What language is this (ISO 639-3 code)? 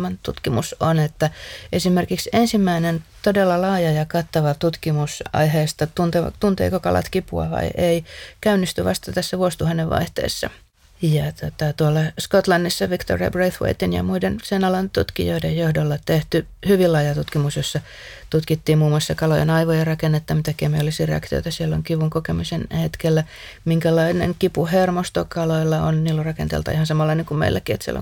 fin